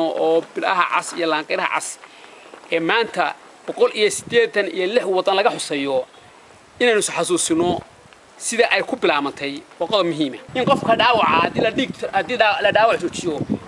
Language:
Somali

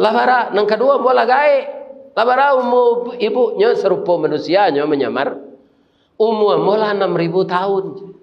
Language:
Minangkabau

